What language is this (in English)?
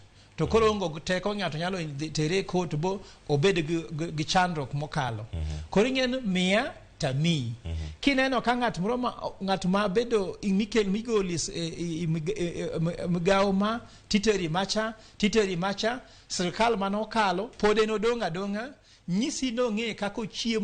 Luo (Kenya and Tanzania)